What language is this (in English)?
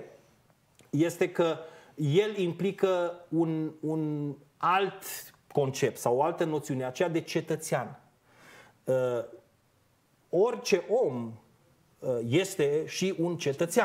Romanian